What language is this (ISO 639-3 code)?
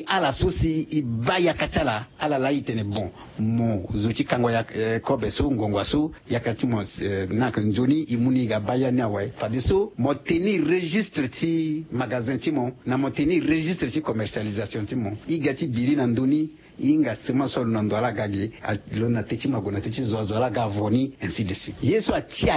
sag